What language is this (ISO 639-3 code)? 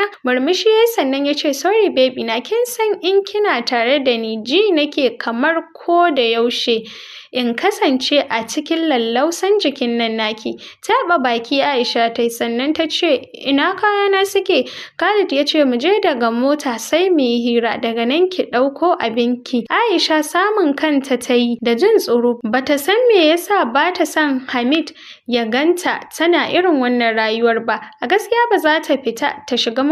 hau